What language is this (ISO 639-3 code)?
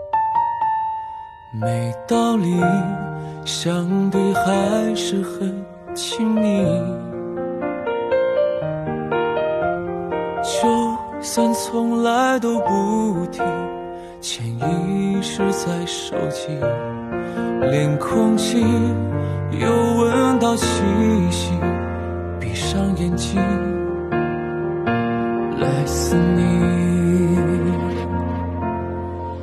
zho